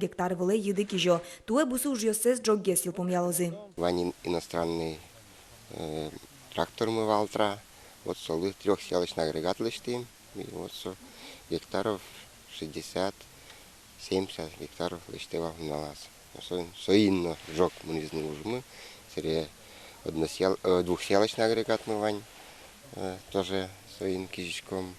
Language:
Udmurt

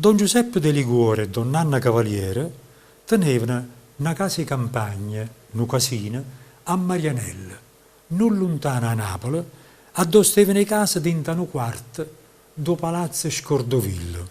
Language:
Neapolitan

